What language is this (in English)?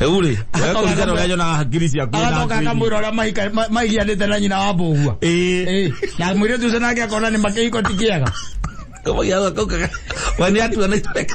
Kikuyu